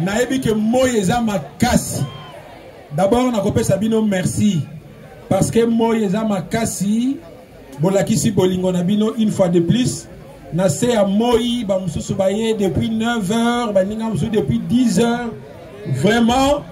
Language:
Lingala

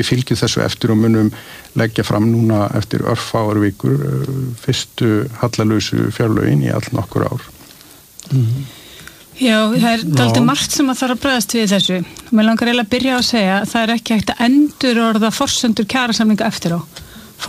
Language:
Icelandic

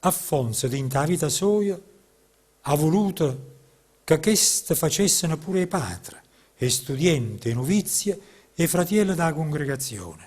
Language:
Neapolitan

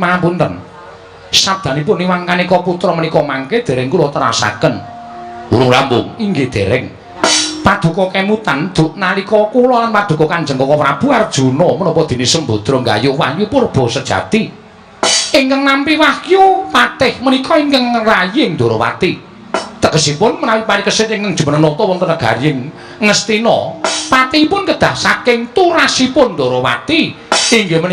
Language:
Javanese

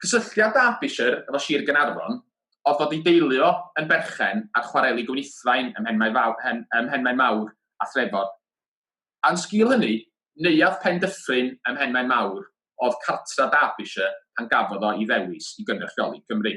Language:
Welsh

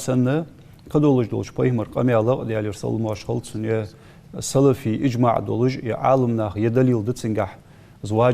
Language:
Ingush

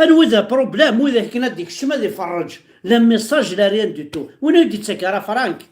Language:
Kabyle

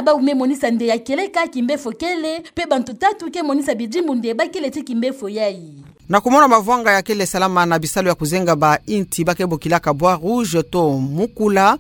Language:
Kituba (Democratic Republic of Congo)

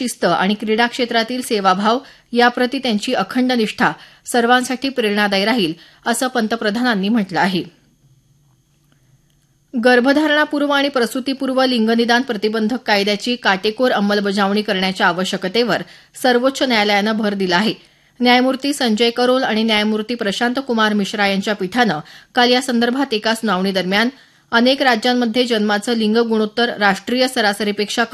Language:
Marathi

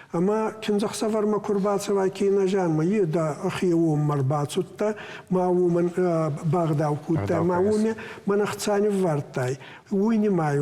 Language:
Ossetic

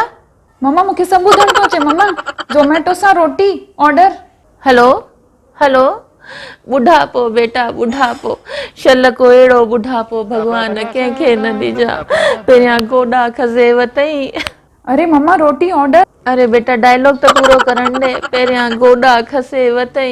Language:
Sindhi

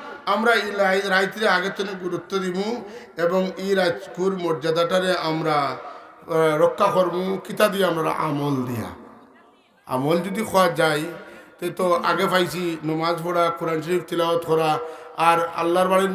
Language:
Sylheti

